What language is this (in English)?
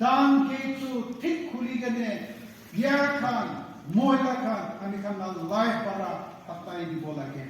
Naga Pidgin